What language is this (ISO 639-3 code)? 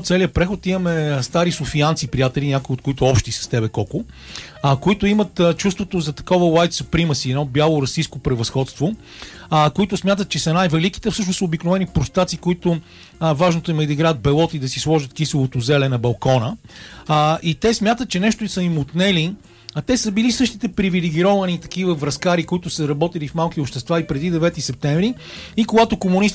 bul